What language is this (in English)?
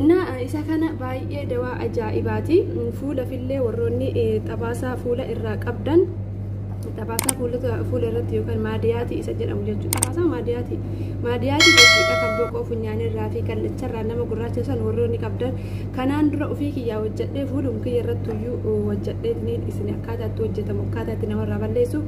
Oromo